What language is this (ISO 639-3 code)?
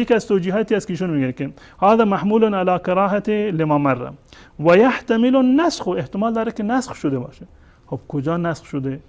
fas